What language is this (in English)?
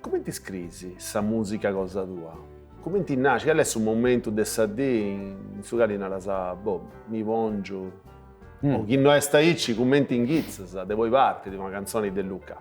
Sardinian